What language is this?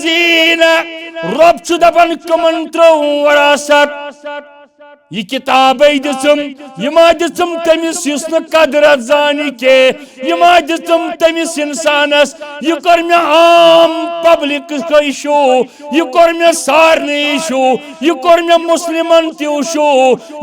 Kashmiri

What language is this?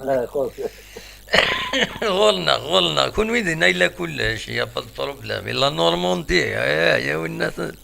Kabyle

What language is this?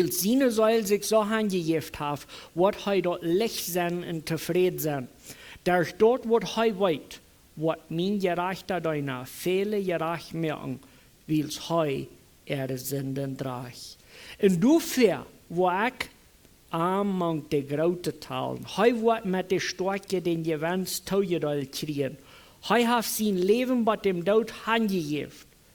Plautdietsch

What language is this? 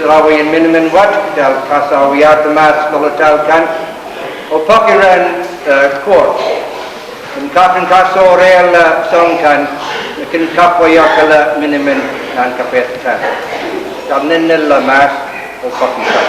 Pohnpeian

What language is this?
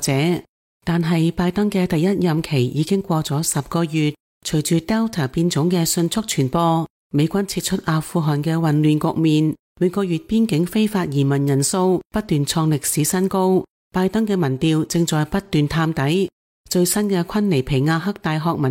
Cantonese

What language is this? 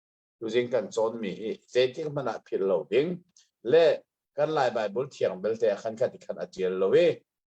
Hakha Chin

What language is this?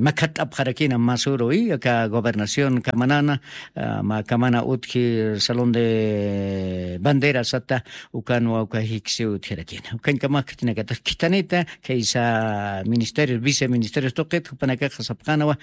Aymara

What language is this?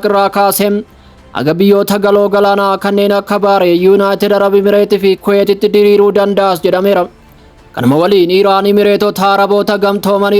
Oromo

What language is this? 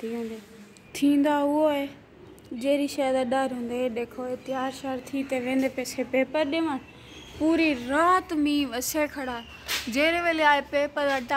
Saraiki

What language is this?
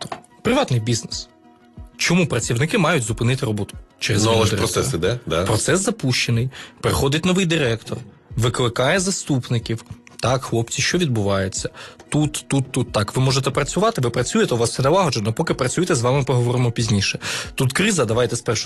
Ukrainian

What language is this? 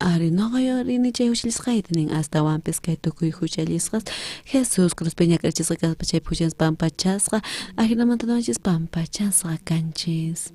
South Bolivian Quechua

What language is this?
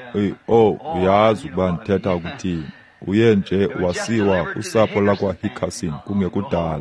Xhosa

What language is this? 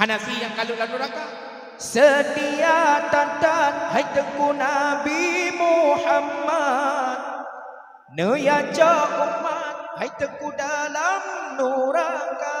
Achinese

